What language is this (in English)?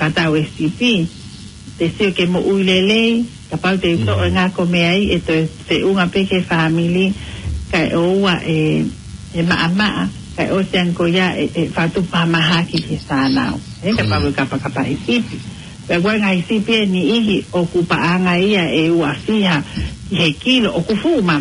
Tongan